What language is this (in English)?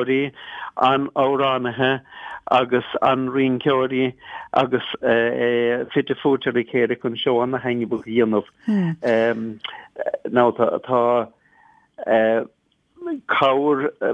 Irish